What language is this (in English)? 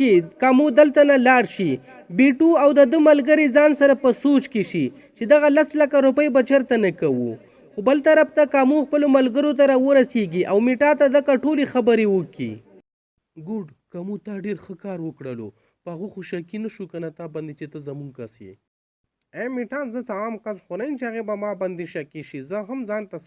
Pashto